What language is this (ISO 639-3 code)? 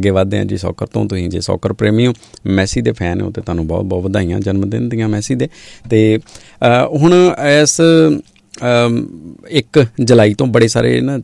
pan